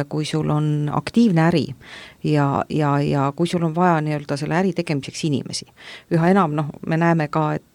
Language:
Estonian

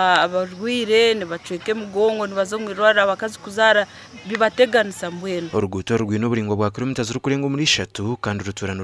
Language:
Nyankole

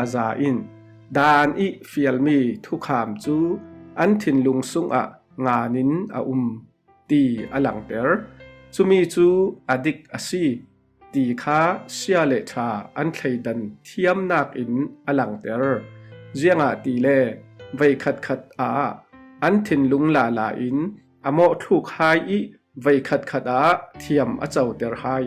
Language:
Falam Chin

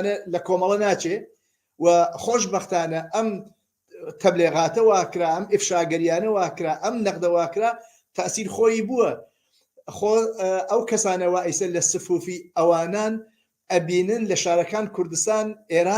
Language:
Central Kurdish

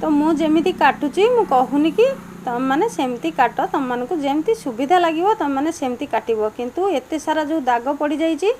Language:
Odia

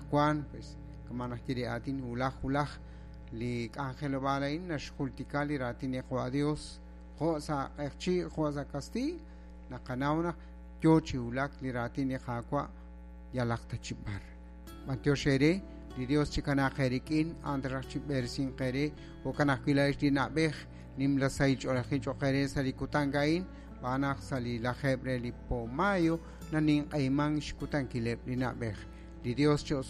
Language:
Kekchí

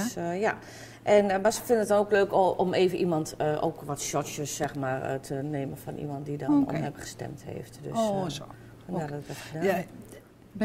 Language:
Dutch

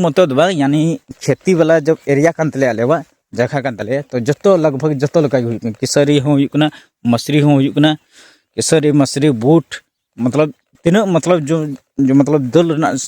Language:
Santali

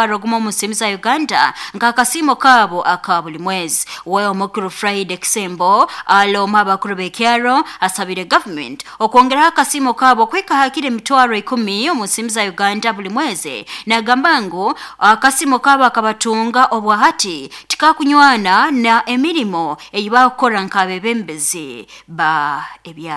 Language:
Nyoro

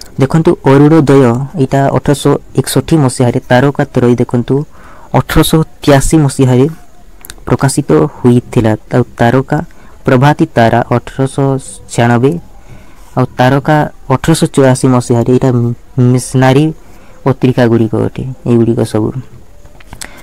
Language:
Odia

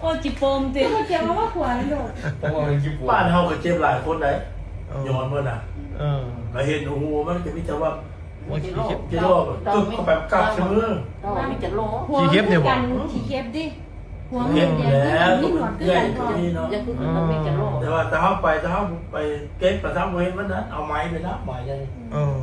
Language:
Northeastern Thai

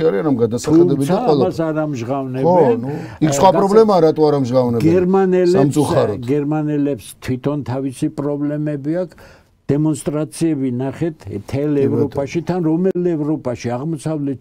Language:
Georgian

